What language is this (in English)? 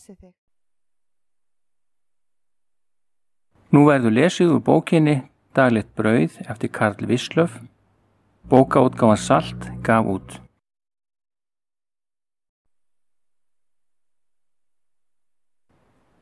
Icelandic